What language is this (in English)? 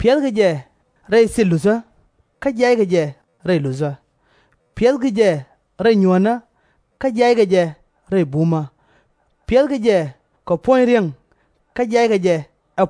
Nuer